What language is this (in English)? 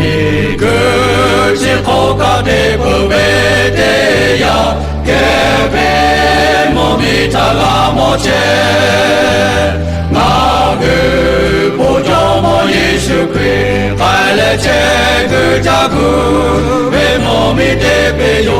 Lahu